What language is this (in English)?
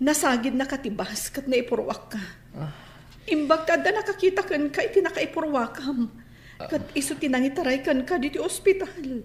Iloko